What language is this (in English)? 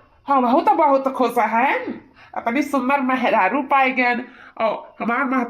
Awadhi